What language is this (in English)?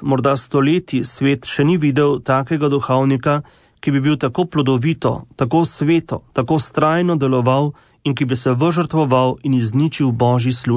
Slovenian